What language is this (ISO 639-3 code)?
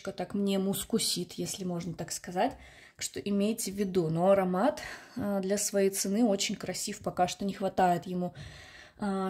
rus